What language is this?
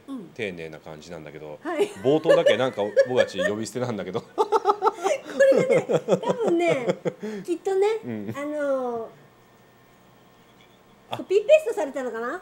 Japanese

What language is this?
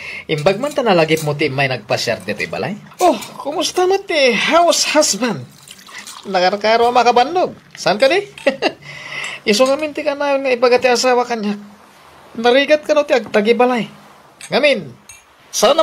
Iloko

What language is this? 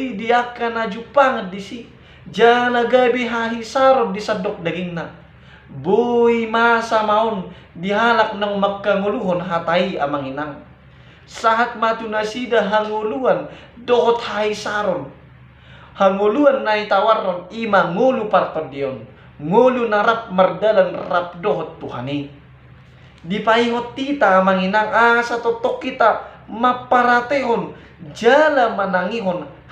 Batak Toba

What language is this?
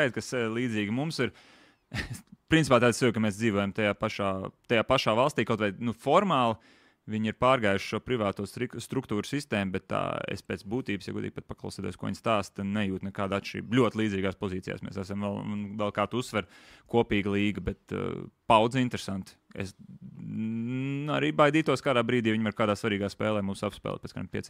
Latvian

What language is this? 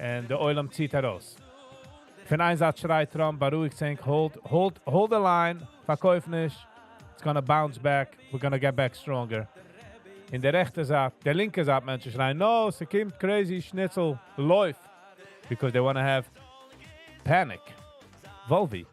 Yiddish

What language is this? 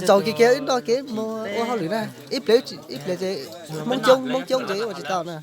Hmong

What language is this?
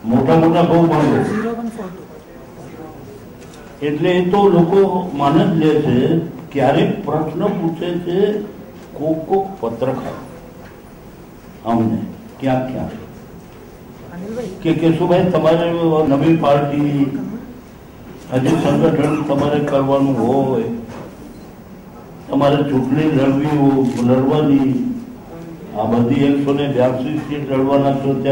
Gujarati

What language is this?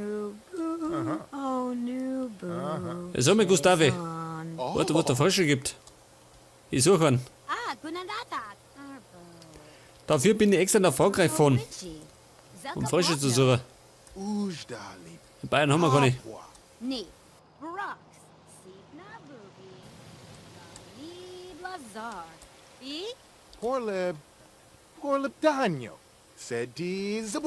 Bavarian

